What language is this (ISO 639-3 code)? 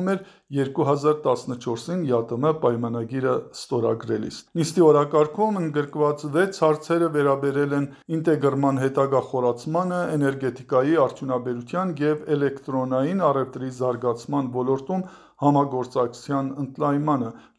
hye